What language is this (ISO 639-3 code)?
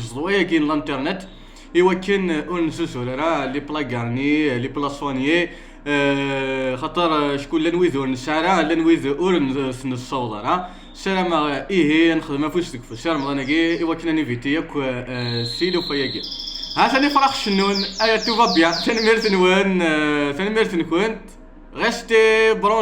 kab